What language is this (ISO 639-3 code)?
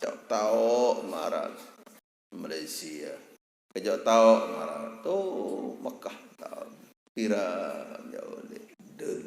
sas